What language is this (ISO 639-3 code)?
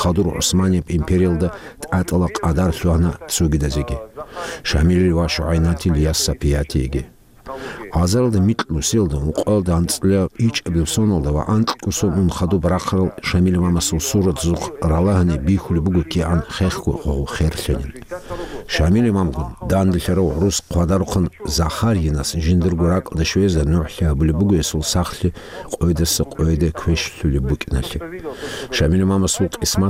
ava